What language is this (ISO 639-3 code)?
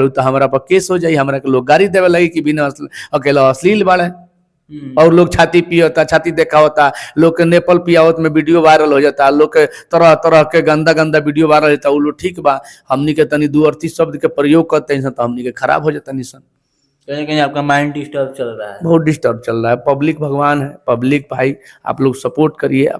bho